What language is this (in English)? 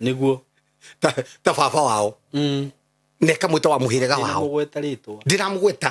Kikuyu